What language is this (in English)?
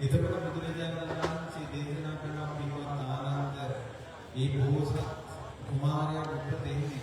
Sinhala